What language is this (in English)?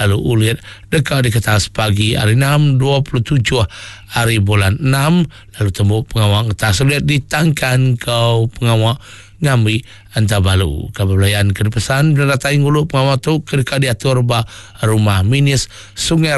Iban